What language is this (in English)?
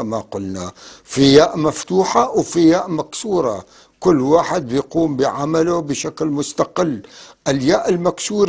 North Levantine Arabic